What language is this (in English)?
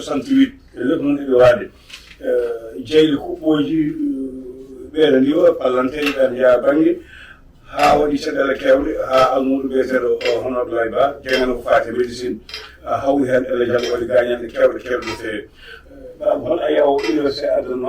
Fula